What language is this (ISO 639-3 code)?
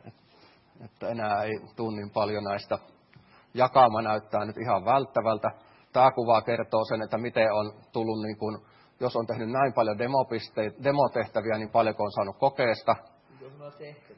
fin